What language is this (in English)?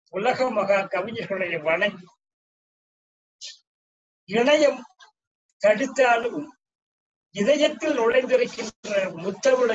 Tamil